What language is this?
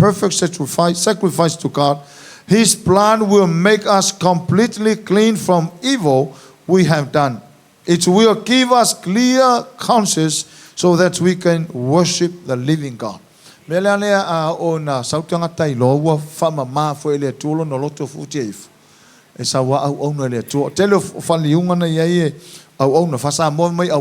Samoan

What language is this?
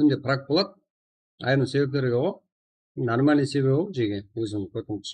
Kara-Kalpak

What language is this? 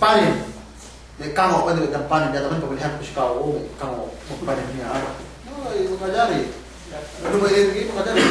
Yakan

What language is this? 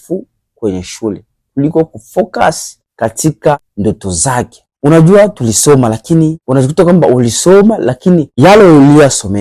Swahili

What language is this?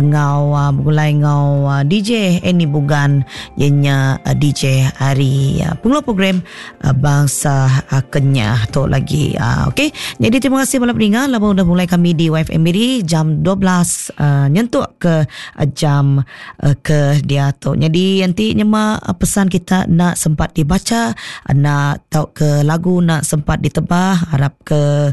Iban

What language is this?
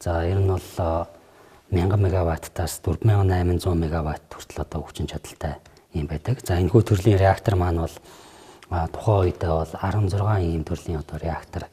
Mongolian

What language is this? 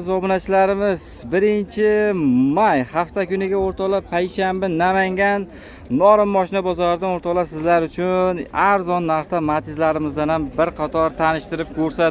Uzbek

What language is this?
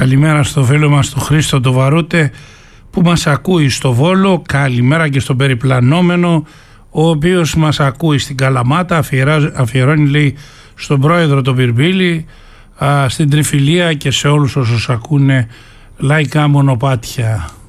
Greek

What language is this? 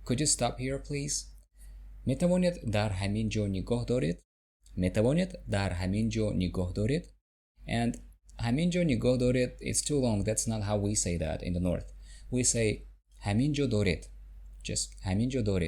Tajik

